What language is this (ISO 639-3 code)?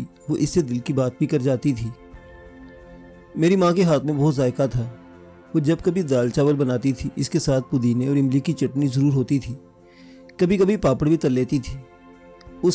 urd